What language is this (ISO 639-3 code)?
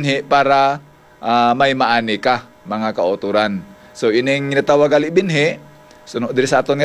hil